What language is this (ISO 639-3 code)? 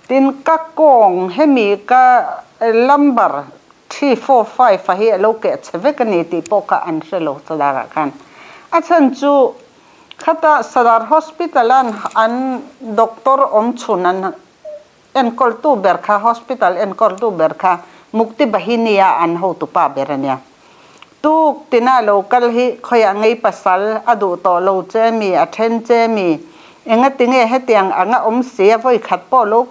lus